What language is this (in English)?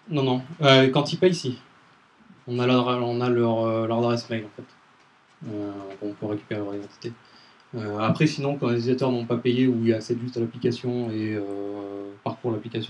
French